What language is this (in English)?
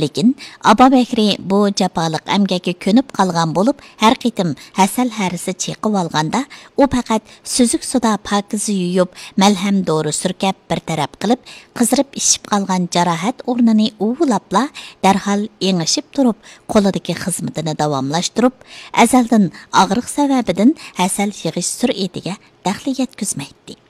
Uyghur